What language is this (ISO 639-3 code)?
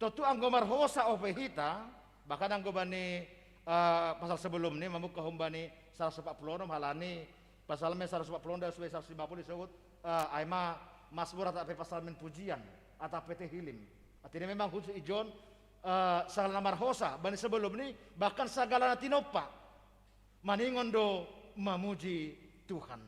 bts